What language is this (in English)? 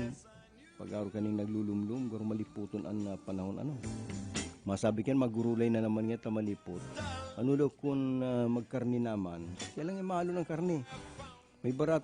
Bikol